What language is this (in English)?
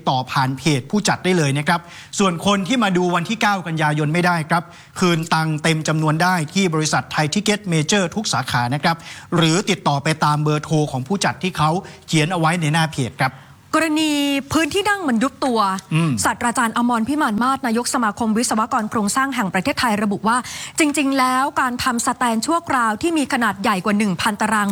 Thai